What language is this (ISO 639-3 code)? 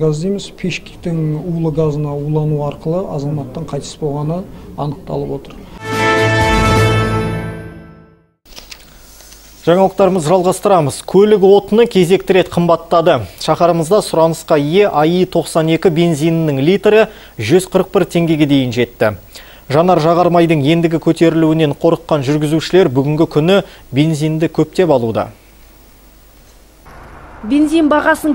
kaz